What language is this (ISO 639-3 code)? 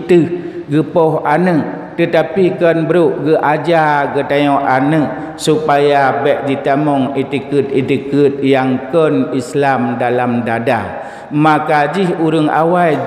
ace